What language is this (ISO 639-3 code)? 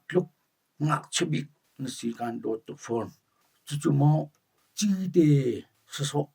cnh